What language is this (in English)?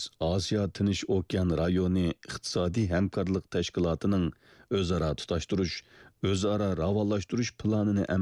Uyghur